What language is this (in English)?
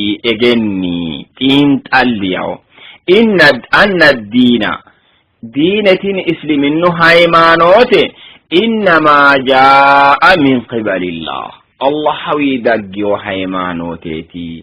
Sidamo